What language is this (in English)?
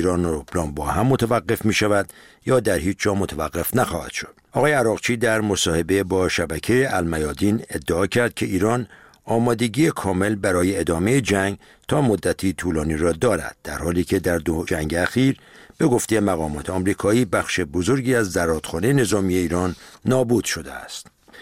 Persian